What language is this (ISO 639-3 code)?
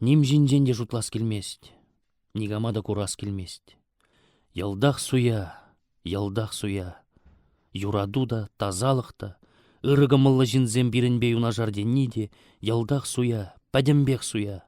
chv